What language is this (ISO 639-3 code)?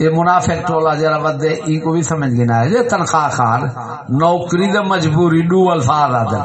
skr